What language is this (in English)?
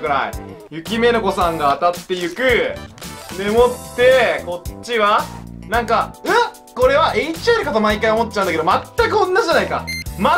Japanese